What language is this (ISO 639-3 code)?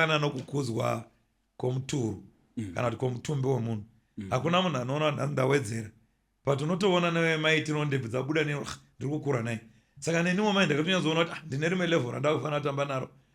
sna